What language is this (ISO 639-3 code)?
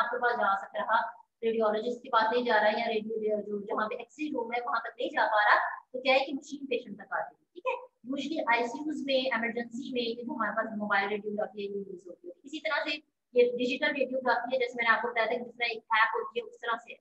hin